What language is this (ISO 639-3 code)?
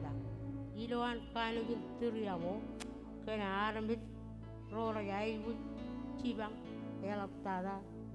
mah